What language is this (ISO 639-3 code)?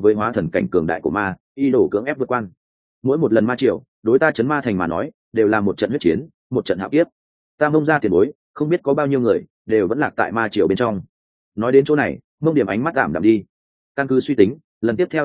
vie